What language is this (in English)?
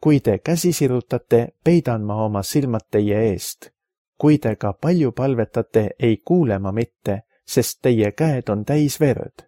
Estonian